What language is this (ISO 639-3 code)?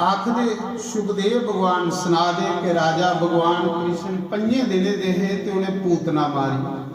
doi